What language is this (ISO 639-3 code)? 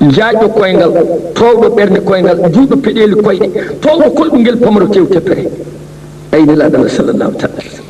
ful